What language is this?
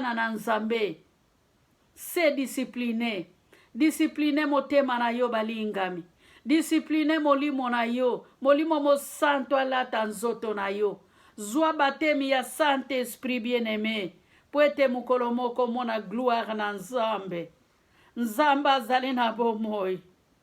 Lingala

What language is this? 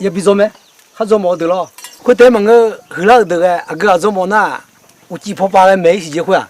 Akha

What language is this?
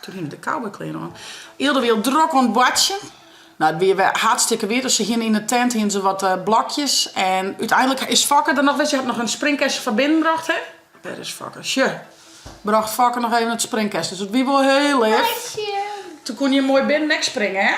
Western Frisian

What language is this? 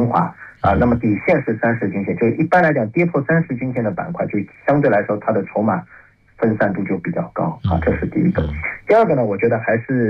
Chinese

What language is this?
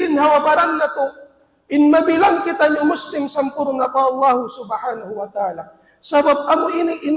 Tausug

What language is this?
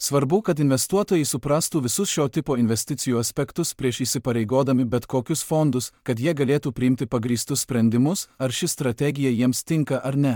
Lithuanian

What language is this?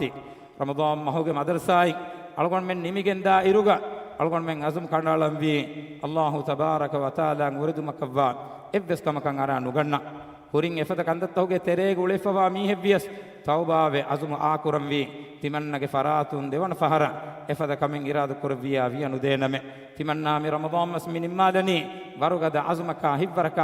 Divehi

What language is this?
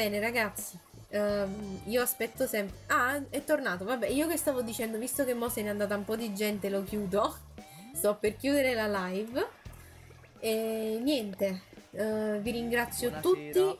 Italian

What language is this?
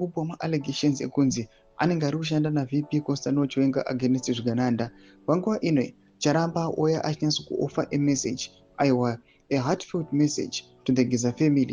Shona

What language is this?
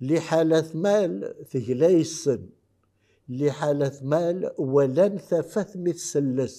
Kabyle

